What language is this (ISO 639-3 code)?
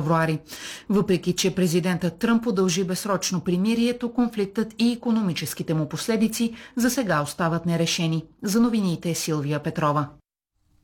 bul